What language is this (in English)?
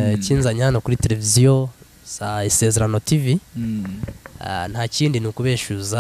Kinyarwanda